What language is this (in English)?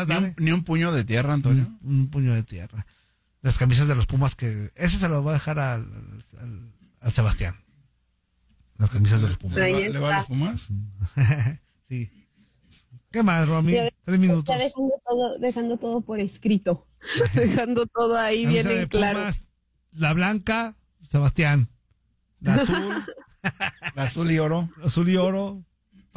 Spanish